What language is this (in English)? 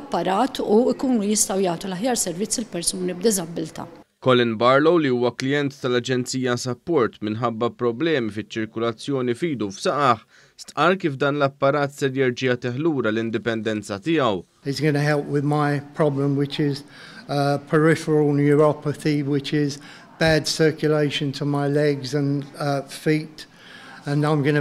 Maltese